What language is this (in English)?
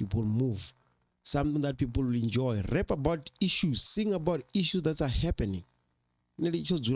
Venda